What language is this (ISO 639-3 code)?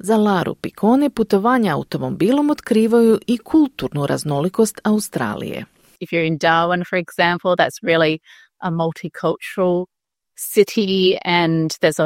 hrv